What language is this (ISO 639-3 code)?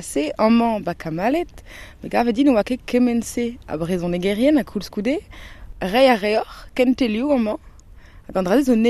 bre